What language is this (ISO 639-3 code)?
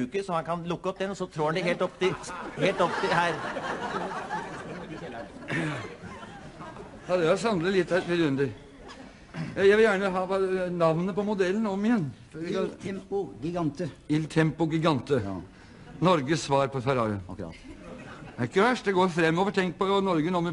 nor